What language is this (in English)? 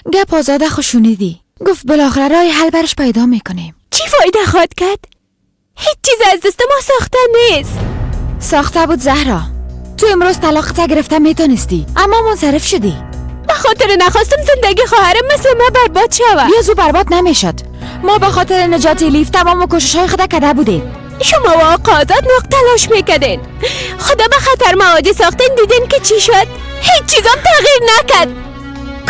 Persian